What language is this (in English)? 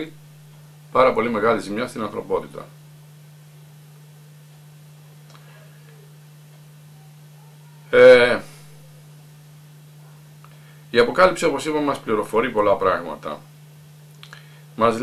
Greek